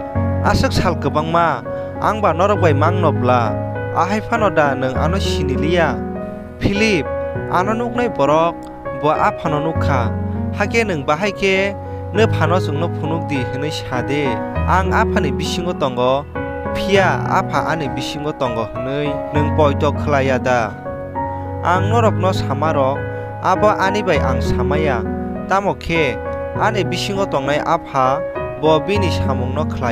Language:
Kok Borok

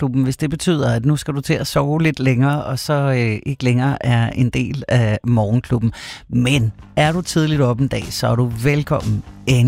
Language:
Danish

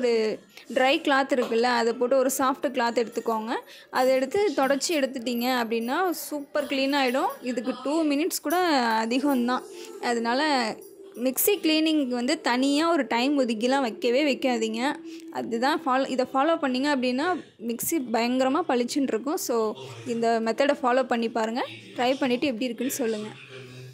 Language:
Tamil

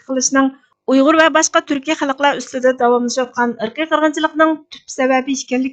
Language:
Uyghur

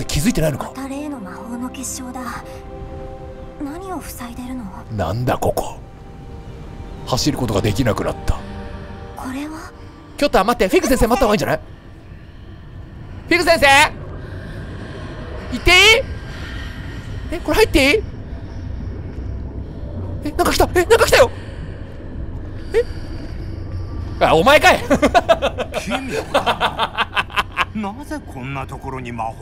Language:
Japanese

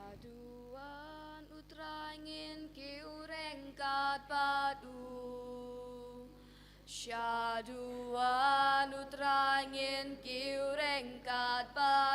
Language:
Khasi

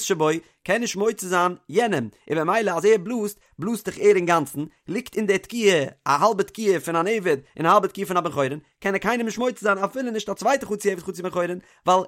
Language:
Yiddish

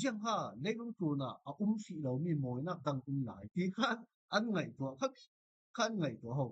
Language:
Falam Chin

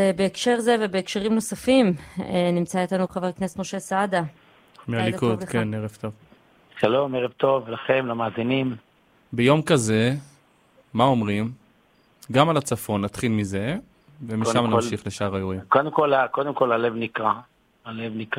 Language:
Hebrew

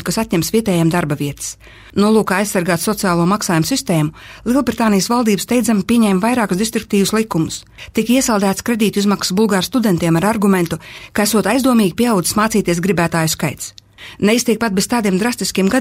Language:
Latvian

